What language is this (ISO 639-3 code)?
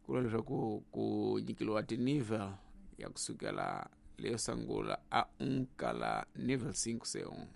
tso